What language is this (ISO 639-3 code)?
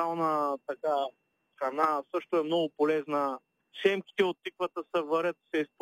bul